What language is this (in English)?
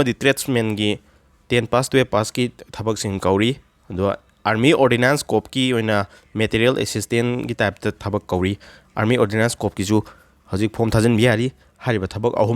Manipuri